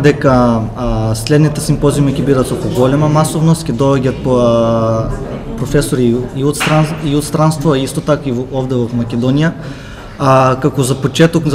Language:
Macedonian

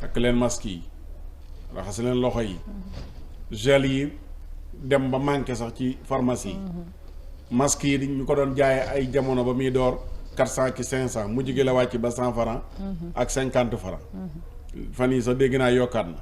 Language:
Wolof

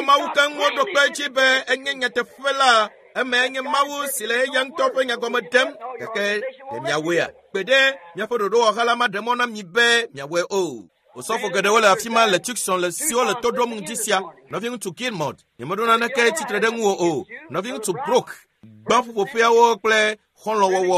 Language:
Ewe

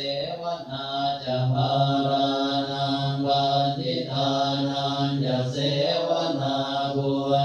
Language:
Pali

